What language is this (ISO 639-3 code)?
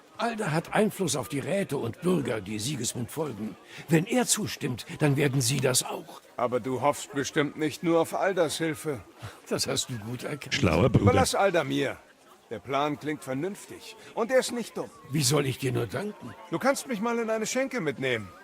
bar